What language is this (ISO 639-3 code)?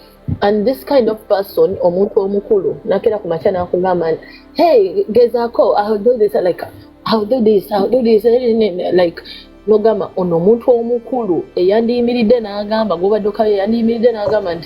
lug